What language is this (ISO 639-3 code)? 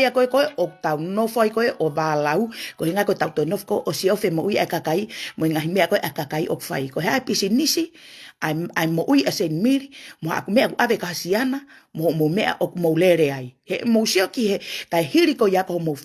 ton